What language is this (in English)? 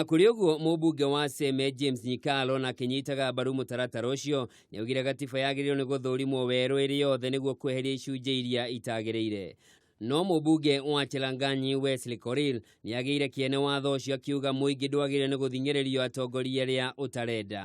Kikuyu